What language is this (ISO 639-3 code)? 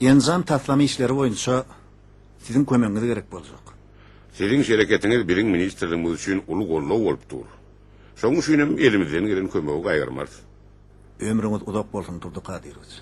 tuk